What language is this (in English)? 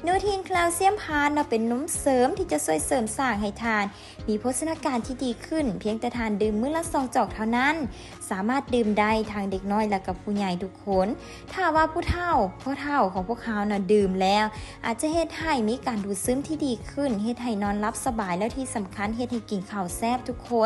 Lao